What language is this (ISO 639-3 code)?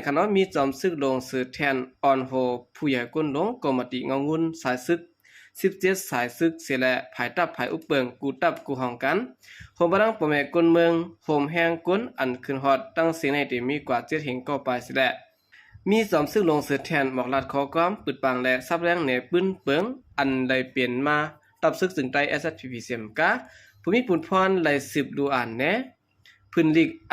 shn